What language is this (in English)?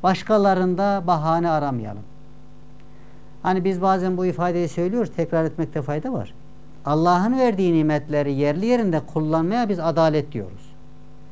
Turkish